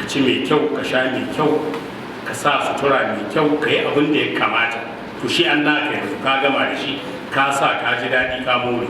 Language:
Hausa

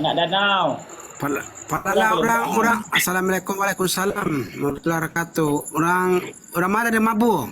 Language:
Minangkabau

